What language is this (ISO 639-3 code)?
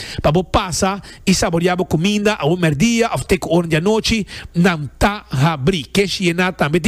pap